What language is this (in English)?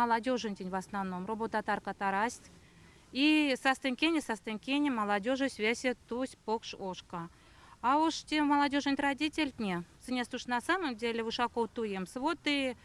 Erzya